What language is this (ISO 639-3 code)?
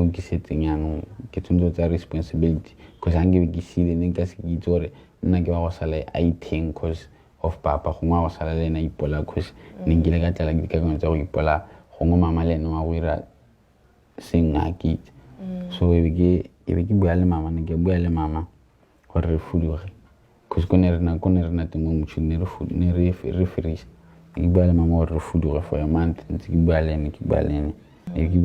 tsn